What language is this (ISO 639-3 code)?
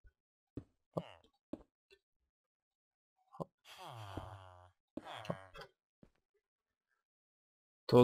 ces